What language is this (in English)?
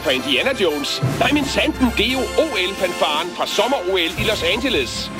Danish